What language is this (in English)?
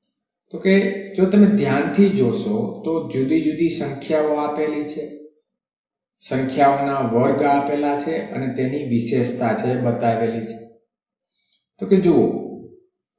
Gujarati